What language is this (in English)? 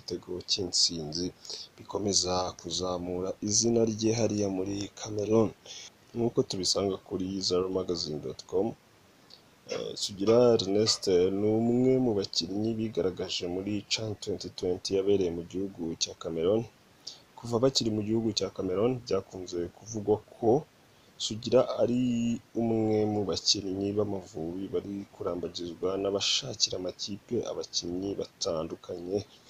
Kinyarwanda